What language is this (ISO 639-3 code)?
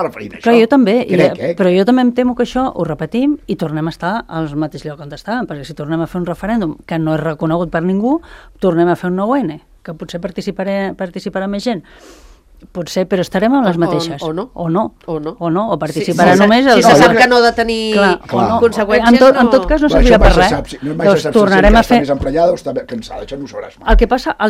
cat